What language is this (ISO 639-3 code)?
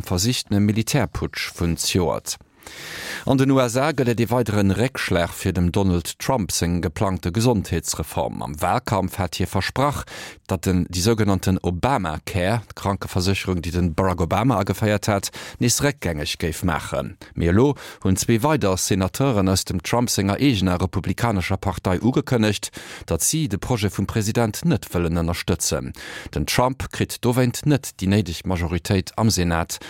ltz